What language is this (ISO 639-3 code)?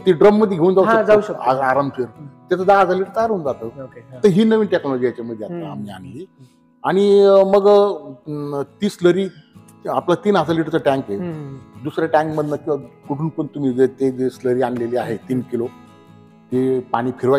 mar